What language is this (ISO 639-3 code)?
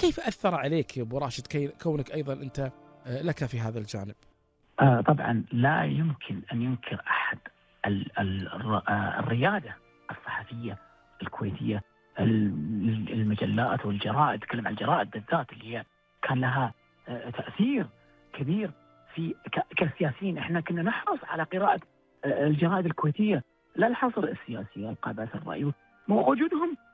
afb